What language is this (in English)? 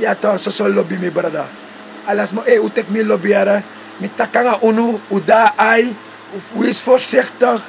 Sranan Tongo